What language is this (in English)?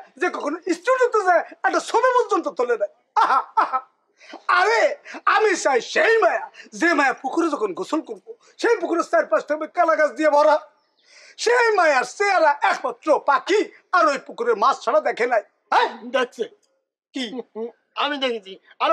Bangla